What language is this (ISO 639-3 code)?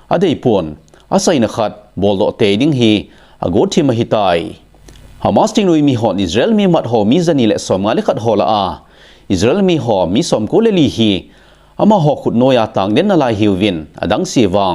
tcz